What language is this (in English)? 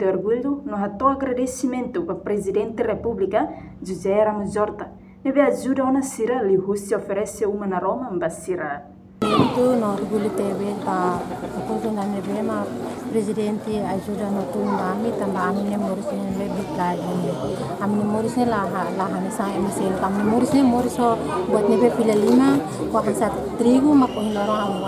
Tetum